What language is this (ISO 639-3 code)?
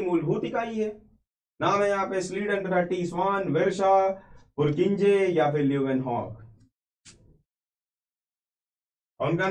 hin